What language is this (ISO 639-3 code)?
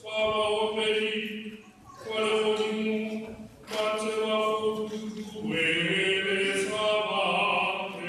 tsn